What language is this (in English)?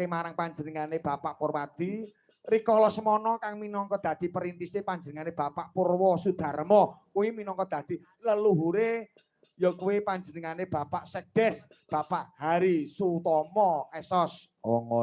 Javanese